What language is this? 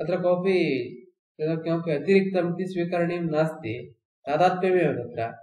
Sanskrit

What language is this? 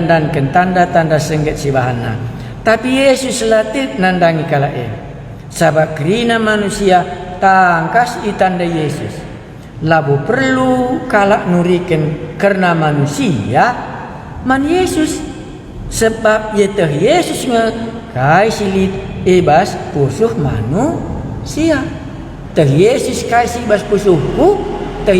Batak Karo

